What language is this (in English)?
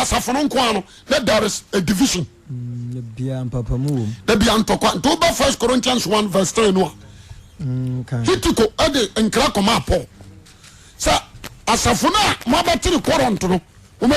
Akan